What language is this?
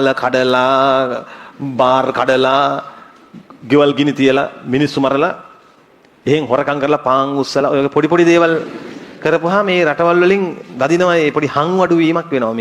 Sinhala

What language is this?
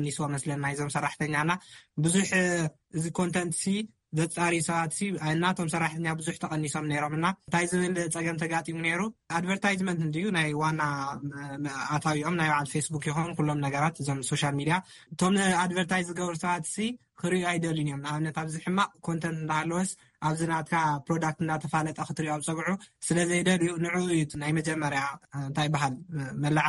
Tigrinya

